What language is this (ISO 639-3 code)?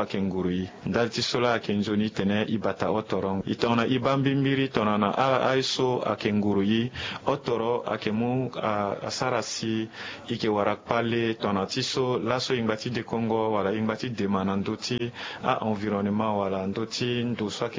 sag